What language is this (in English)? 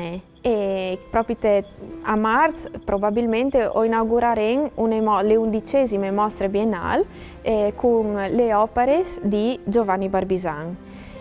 Friulian